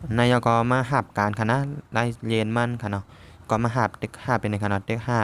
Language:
Shan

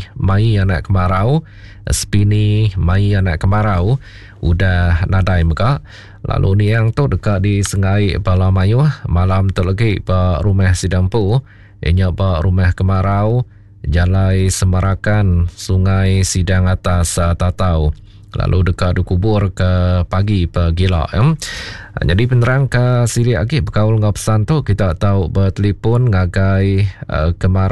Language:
Iban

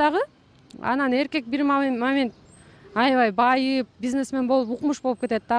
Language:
Kyrgyz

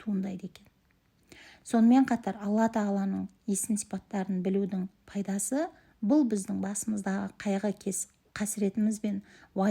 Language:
Kazakh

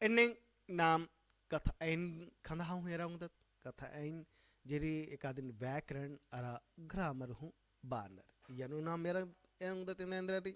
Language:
Kurukh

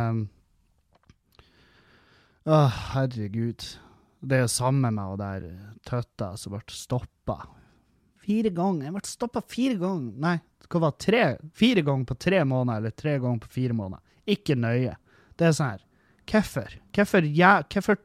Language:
Norwegian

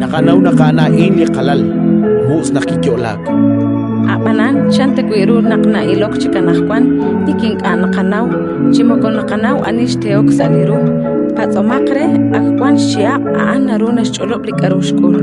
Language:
Kekchí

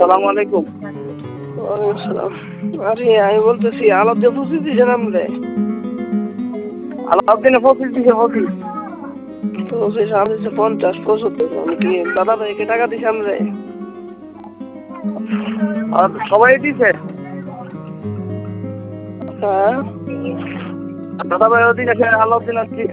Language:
Bangla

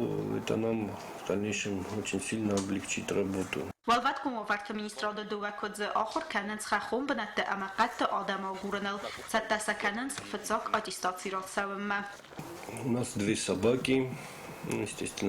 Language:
Ossetic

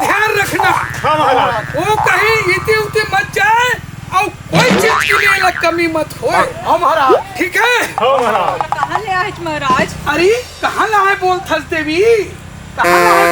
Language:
Chhattisgarhi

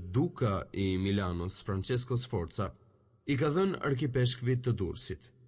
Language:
Albanian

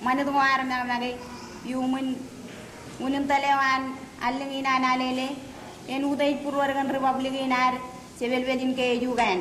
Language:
Marshallese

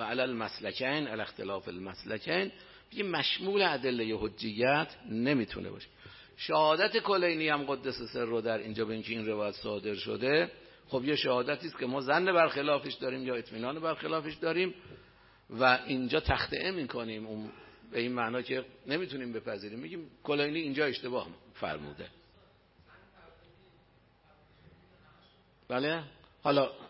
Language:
Persian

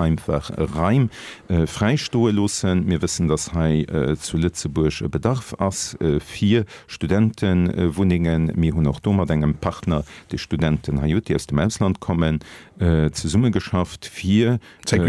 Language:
Luxembourgish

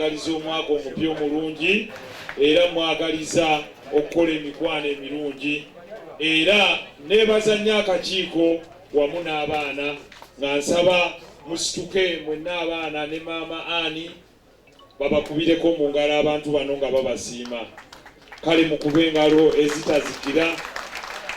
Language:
Ganda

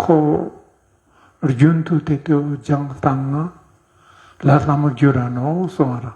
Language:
Ladakhi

